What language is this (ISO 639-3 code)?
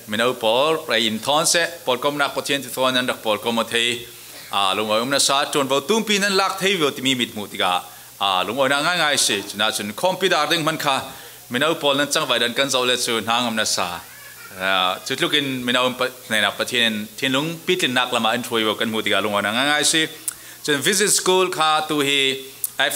cfm